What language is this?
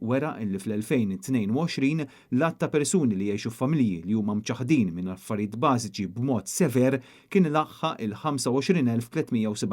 Maltese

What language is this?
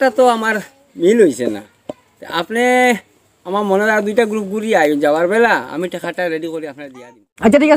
Sylheti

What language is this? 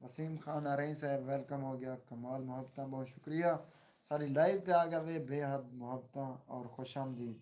Saraiki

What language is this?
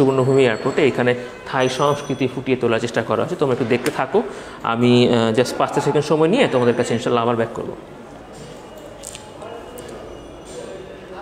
Bangla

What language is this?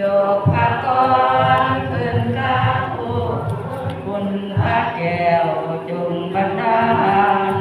Pali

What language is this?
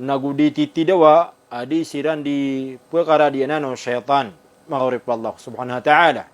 Maranao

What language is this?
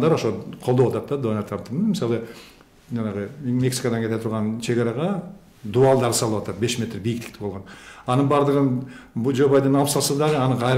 Kyrgyz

